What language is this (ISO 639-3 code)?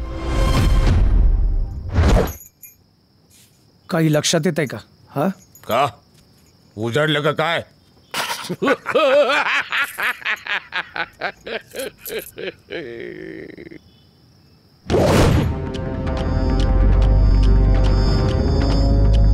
mar